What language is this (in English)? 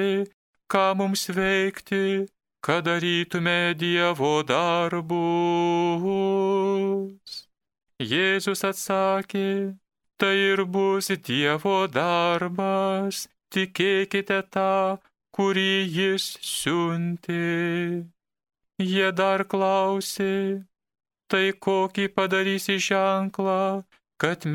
Lithuanian